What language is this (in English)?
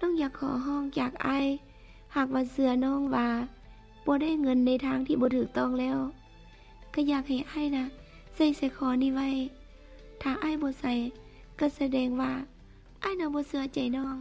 Lao